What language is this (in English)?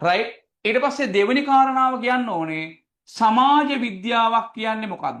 Sinhala